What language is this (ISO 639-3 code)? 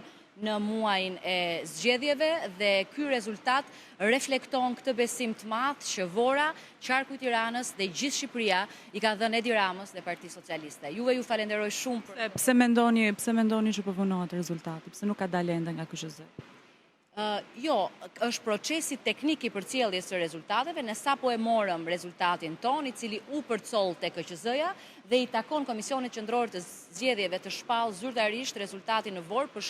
sqi